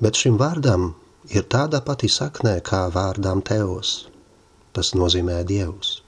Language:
Latvian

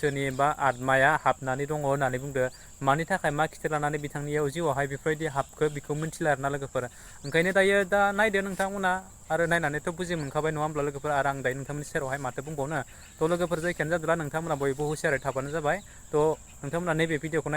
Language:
Bodo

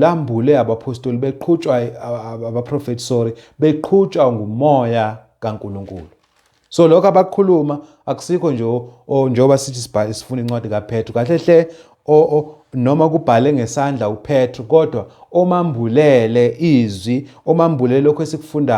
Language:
Zulu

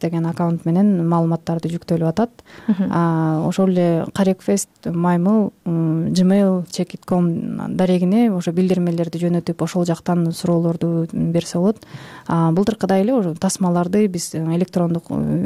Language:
Kyrgyz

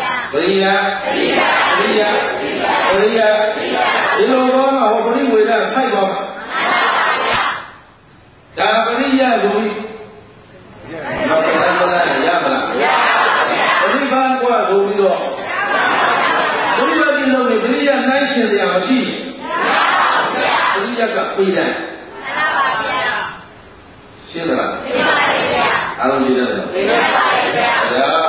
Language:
Burmese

